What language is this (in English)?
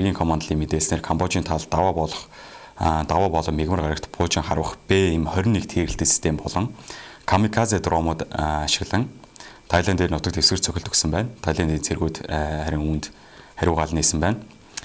Mongolian